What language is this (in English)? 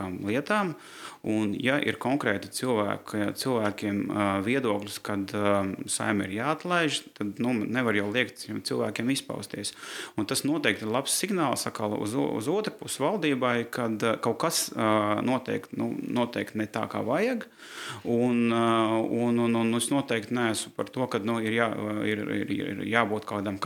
Latvian